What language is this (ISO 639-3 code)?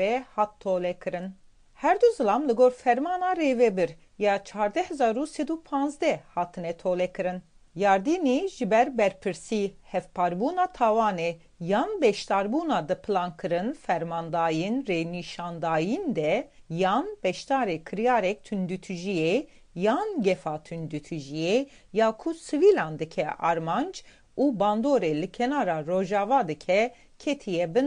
kur